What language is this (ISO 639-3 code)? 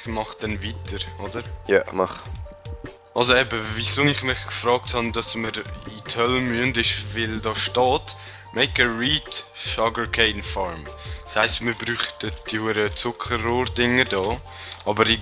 gsw